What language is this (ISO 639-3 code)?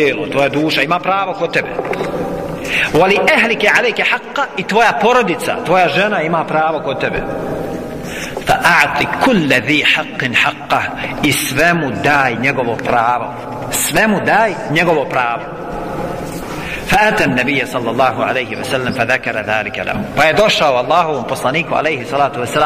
bos